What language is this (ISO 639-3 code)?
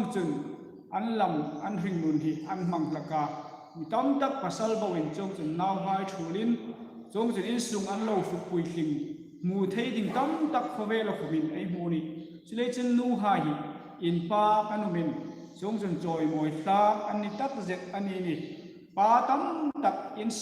hmr